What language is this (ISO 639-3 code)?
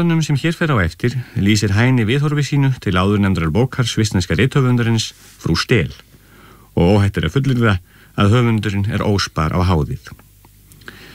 isl